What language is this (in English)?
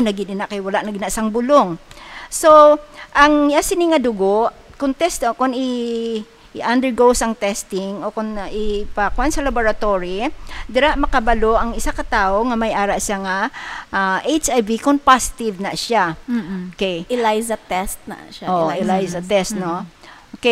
Hiligaynon